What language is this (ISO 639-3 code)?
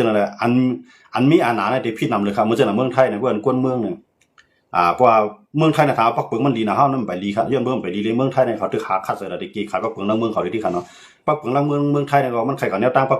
shn